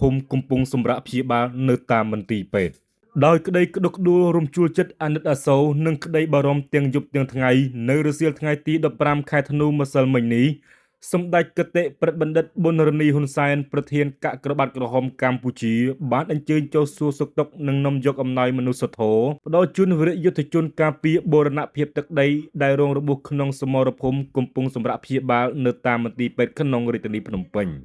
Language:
Khmer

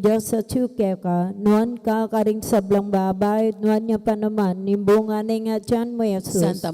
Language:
Pampanga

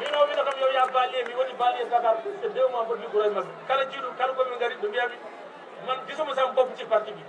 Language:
Fula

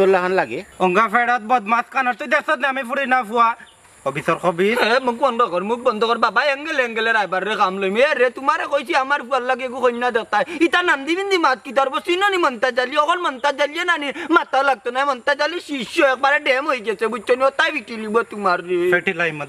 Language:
Sylheti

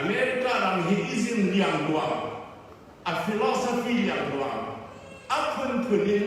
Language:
Falam Chin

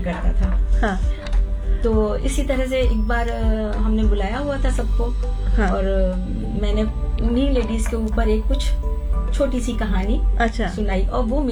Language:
Hindi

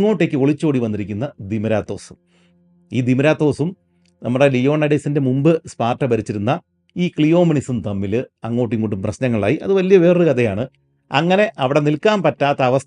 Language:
Malayalam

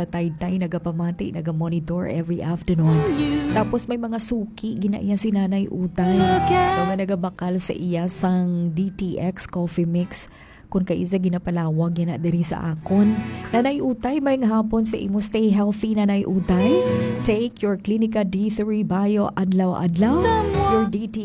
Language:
Hiligaynon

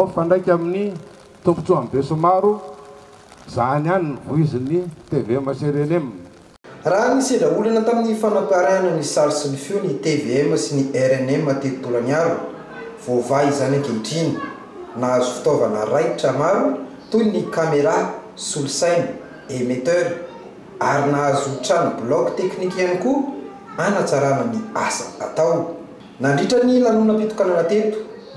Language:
Malagasy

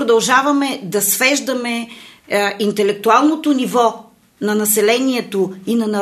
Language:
Bulgarian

